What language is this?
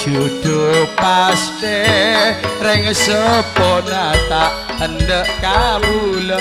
Madurese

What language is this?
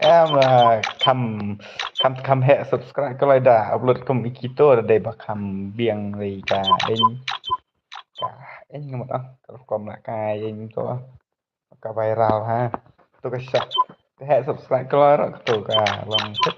Khasi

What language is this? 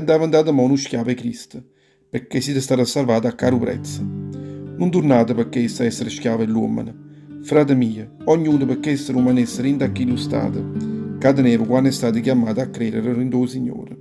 Neapolitan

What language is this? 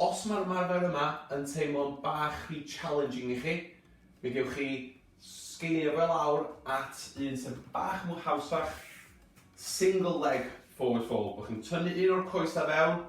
Welsh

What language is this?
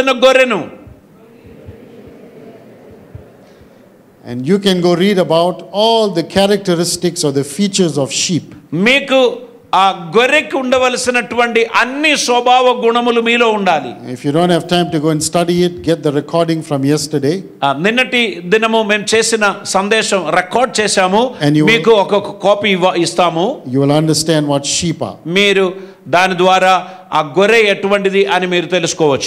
Telugu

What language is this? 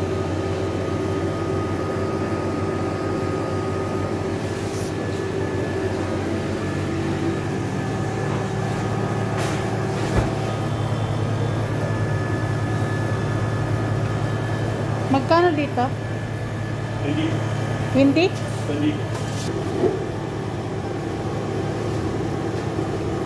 Filipino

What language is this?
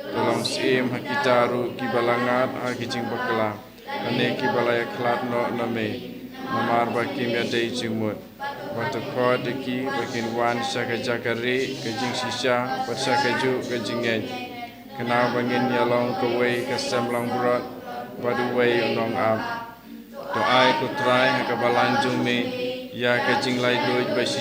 Khasi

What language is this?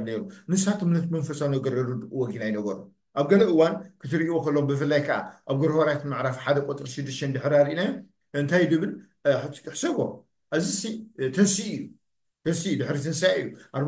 Tigrinya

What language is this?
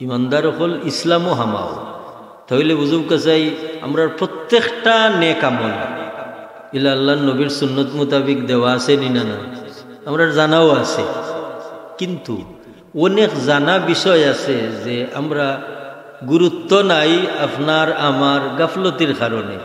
Sylheti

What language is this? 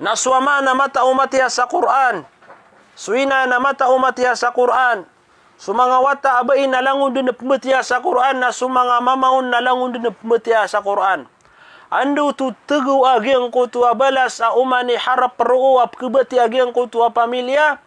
Maranao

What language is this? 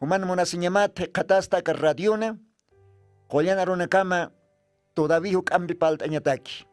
Aymara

